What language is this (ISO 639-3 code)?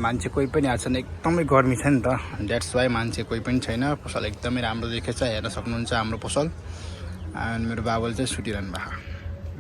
nep